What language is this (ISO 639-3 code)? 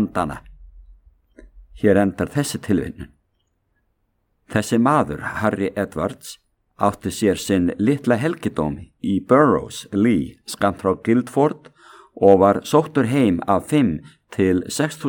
isl